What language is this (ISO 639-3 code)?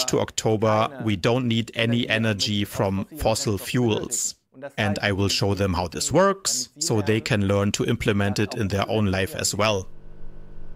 eng